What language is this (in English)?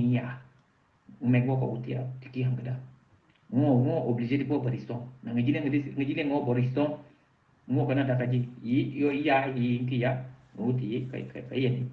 Mankanya